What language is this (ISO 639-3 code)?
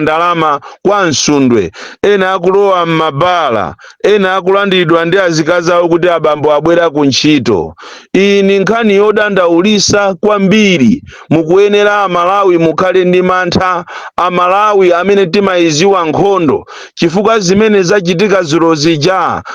nya